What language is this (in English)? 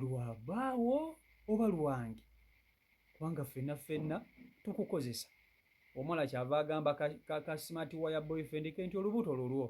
Ganda